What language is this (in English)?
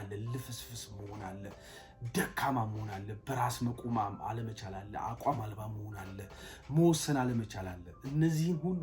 Amharic